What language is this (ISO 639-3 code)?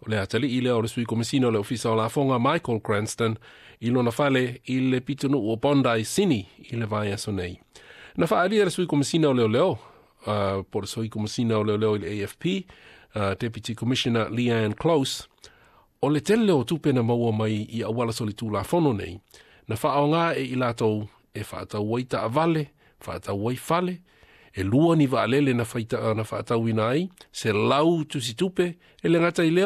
smo